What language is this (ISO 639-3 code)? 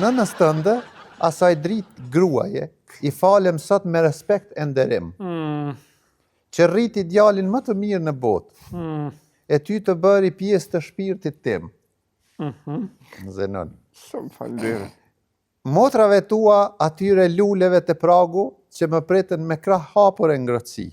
sqi